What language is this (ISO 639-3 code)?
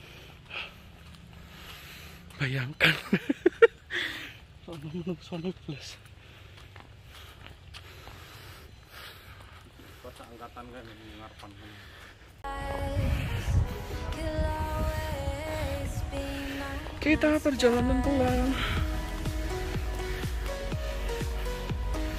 ind